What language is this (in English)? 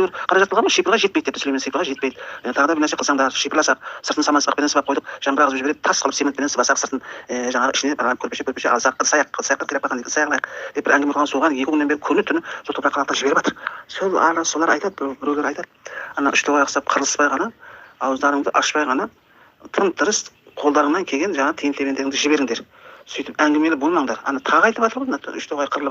Kazakh